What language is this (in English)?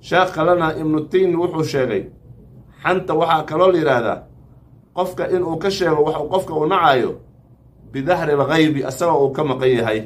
Somali